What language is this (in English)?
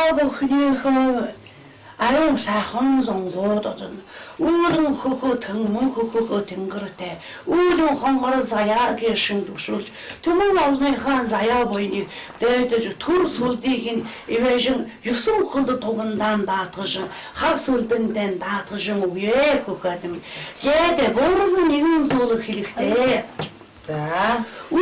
Mongolian